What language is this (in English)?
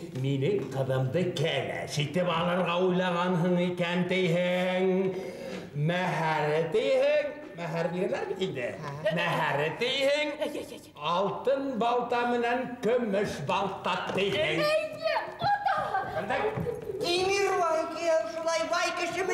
Bashkir